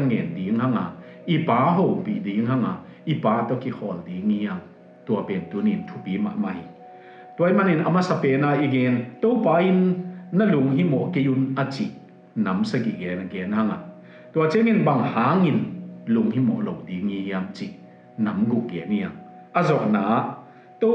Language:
Tedim Chin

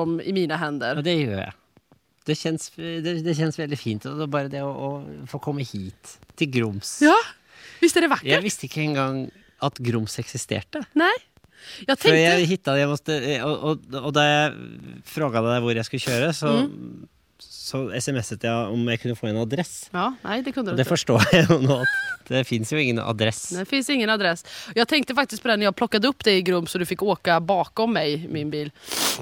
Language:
Swedish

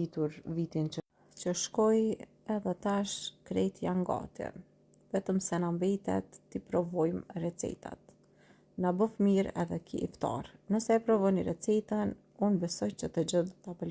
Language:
Albanian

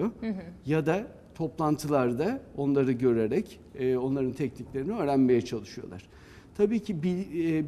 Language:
Turkish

